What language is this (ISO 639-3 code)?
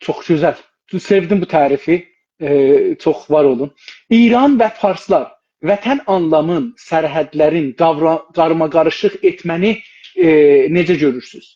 azb